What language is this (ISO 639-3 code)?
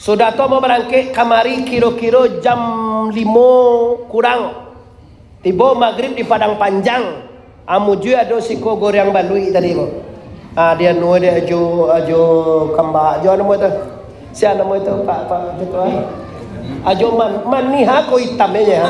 min